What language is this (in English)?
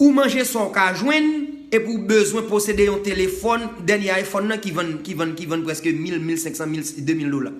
Haitian Creole